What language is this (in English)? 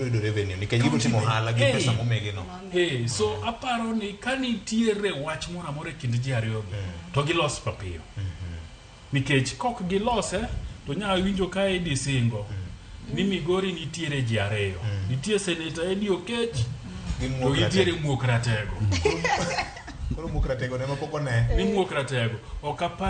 Luo (Kenya and Tanzania)